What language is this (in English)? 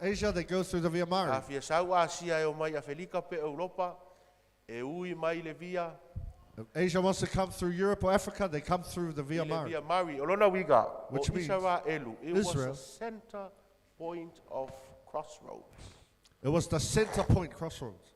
Samoan